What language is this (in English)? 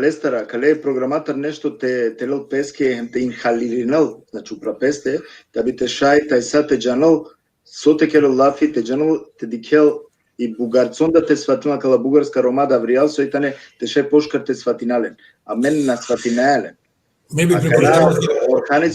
Balkan Romani